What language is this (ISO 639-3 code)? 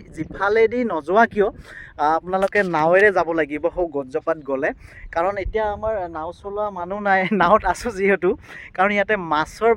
asm